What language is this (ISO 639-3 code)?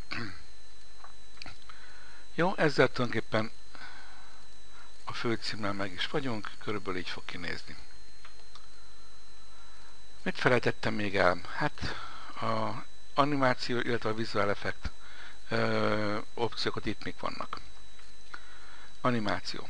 hun